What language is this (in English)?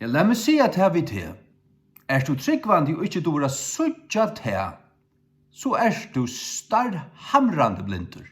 Faroese